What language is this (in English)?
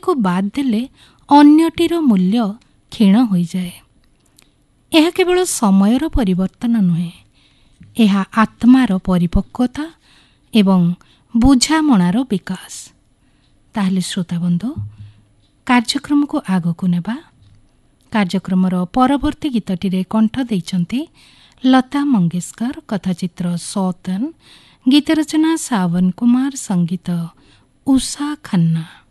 Odia